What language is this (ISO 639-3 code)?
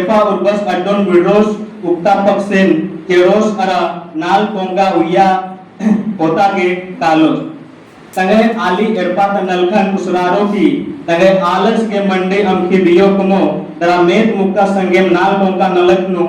kru